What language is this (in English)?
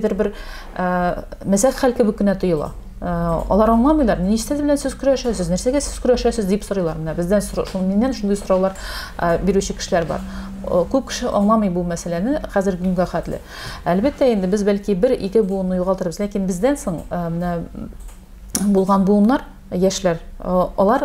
Tatar